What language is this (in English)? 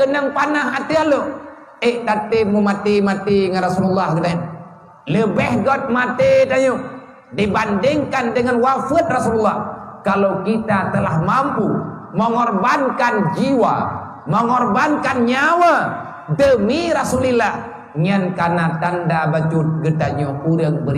Achinese